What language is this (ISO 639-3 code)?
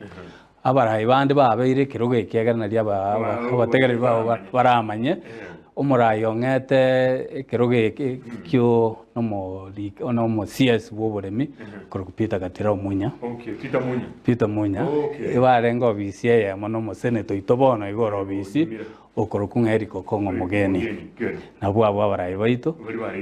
guz